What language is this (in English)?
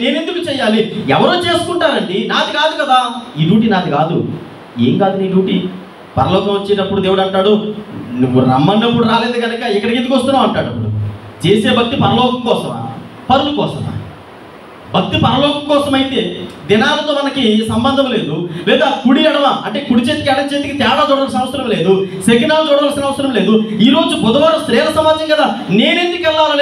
Telugu